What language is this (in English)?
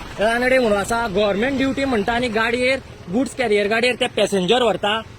Konkani